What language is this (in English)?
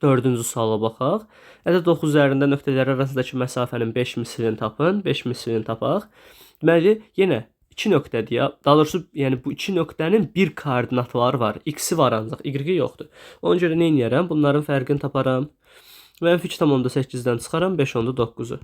Azerbaijani